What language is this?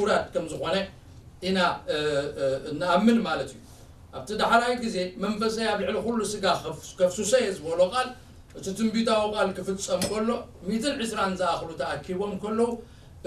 Tigrinya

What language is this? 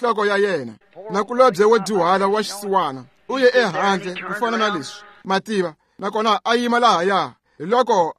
Tsonga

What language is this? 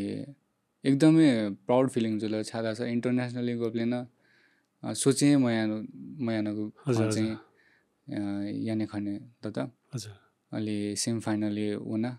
Newari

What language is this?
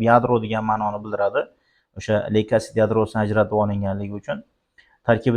Uzbek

